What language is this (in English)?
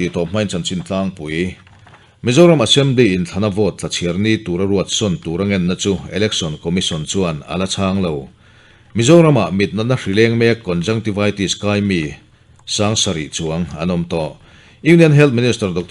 Mizo